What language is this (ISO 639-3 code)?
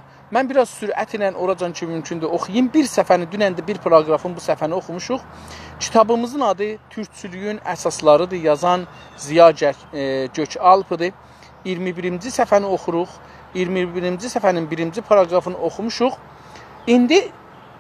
azb